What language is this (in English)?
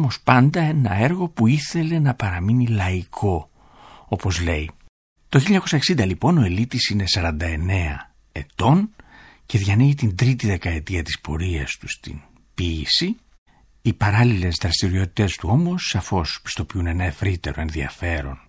Greek